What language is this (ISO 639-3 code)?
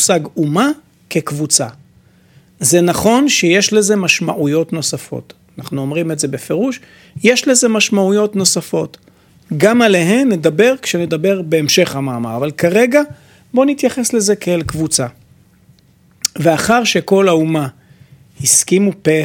heb